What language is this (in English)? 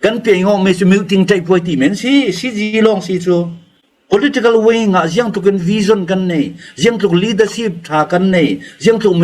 Falam Chin